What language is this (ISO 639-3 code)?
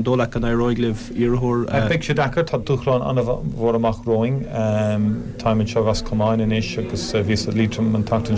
gle